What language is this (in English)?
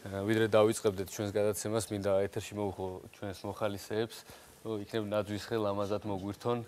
Georgian